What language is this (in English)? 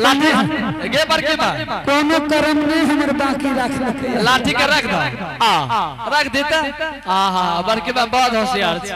Angika